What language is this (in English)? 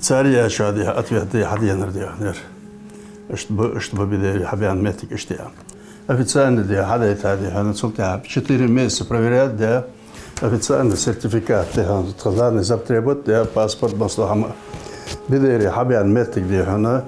Ingush